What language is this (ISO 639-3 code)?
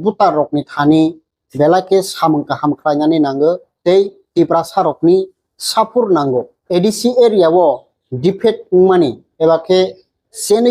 trp